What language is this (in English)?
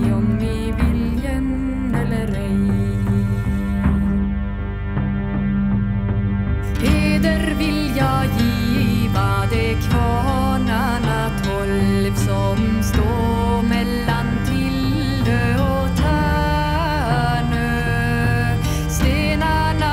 Swedish